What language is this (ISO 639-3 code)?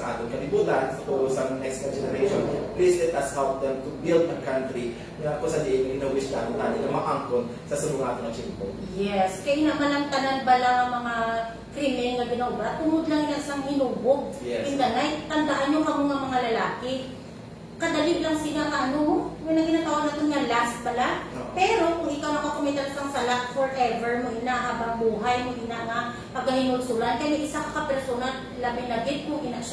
hil